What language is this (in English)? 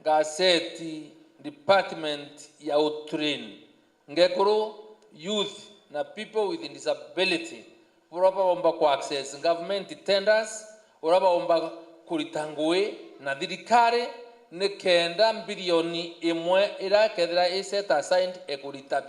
Meru